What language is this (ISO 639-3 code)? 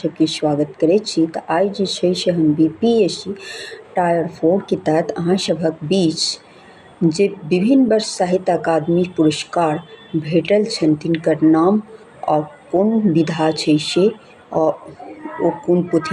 mai